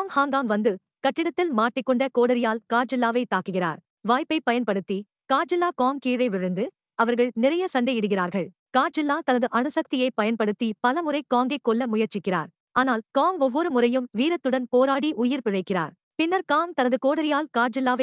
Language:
Tamil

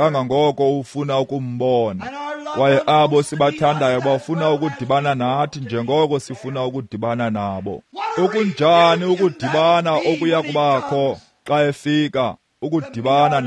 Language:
Xhosa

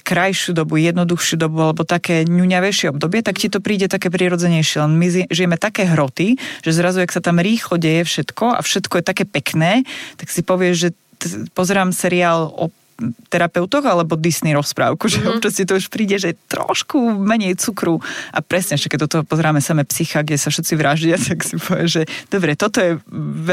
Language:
Slovak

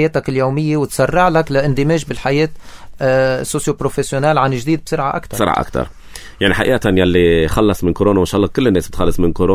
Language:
North Levantine Arabic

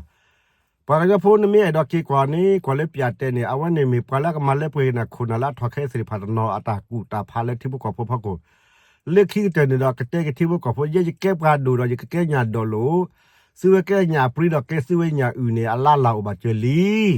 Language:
S'gaw Karen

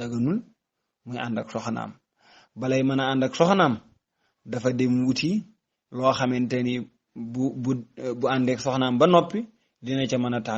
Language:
Wolof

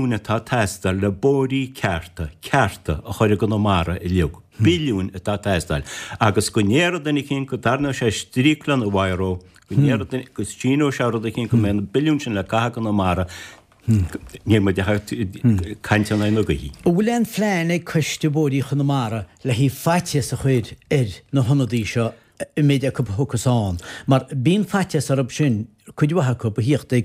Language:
Irish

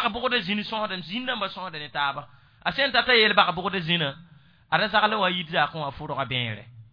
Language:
Mossi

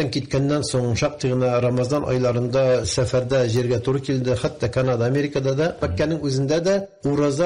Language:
Tatar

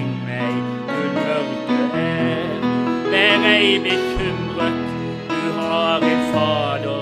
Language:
Norwegian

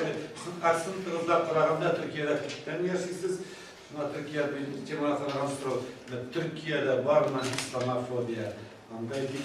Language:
Tatar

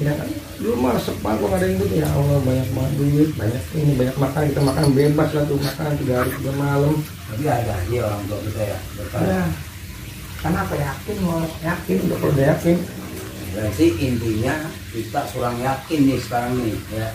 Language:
Betawi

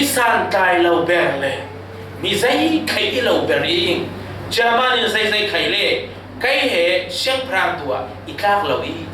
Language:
Falam Chin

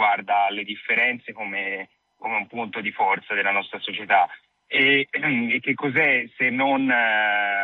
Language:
Italian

